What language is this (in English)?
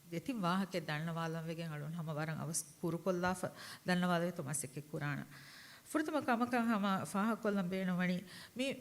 Divehi